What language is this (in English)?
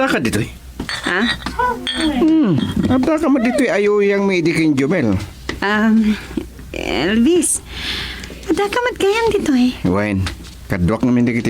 Iloko